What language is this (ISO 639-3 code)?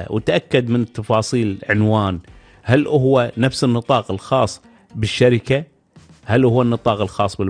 afb